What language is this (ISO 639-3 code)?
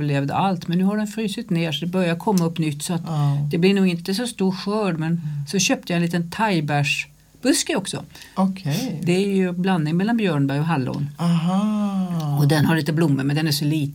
swe